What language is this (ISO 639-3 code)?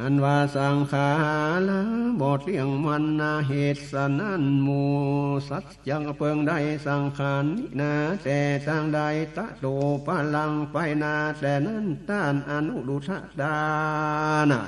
nod